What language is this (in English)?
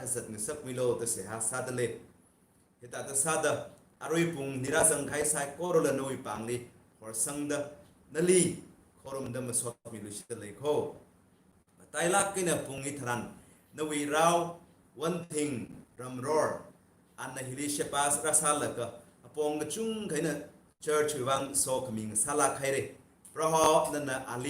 Tangkhul Naga (India)